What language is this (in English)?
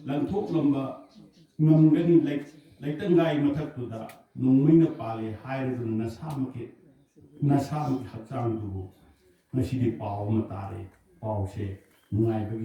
Manipuri